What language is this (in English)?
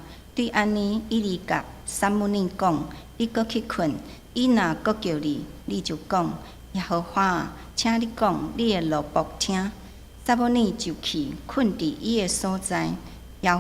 Min Nan Chinese